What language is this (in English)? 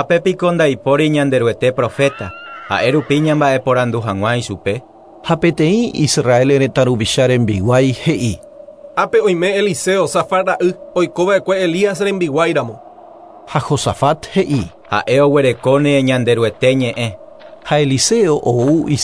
Guarani